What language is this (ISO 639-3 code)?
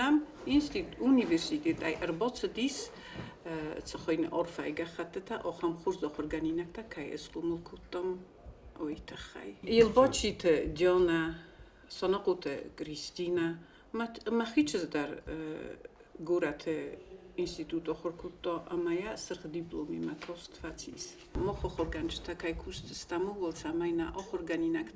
oss